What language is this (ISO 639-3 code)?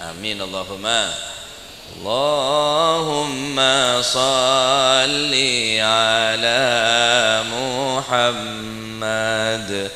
mad